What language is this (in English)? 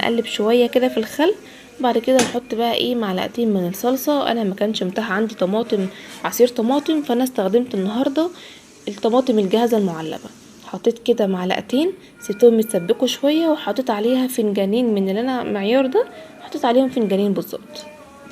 Egyptian Arabic